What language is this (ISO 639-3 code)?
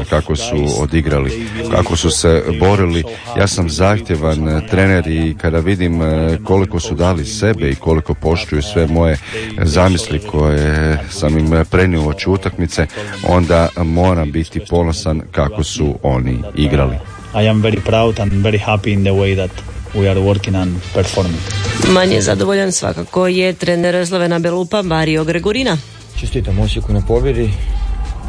hrv